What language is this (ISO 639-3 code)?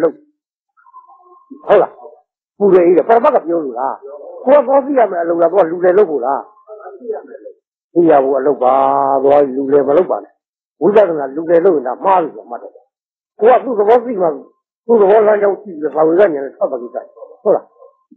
mya